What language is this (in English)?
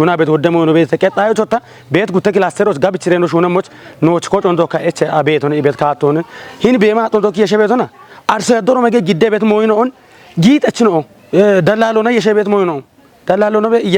Kafa